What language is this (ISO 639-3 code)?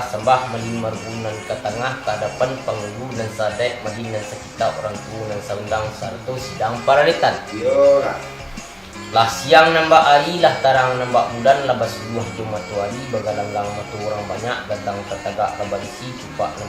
min